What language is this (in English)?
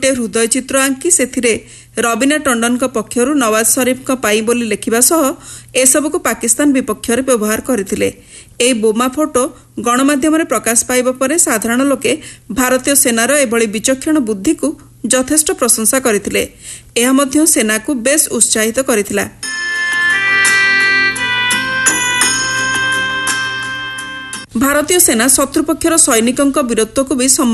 Odia